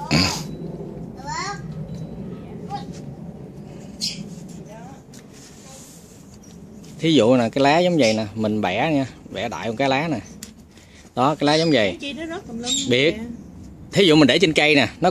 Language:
Vietnamese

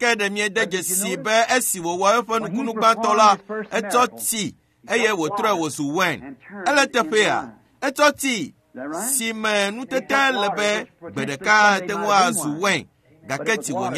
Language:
Ewe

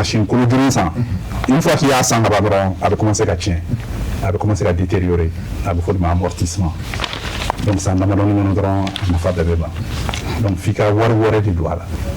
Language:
Bambara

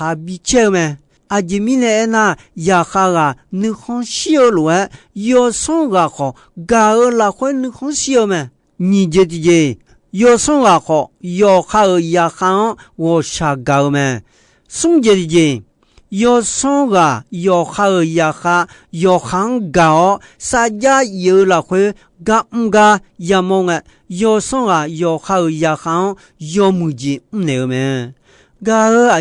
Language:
Akha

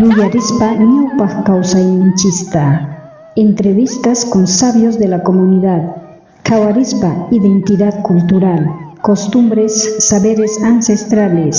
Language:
South Bolivian Quechua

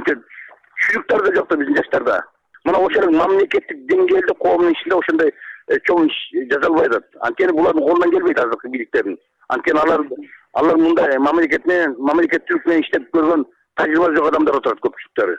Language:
Kyrgyz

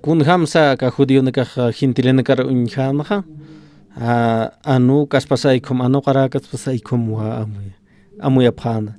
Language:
Aymara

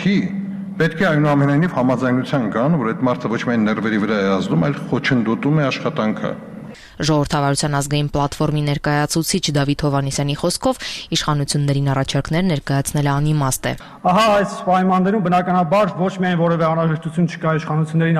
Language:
Armenian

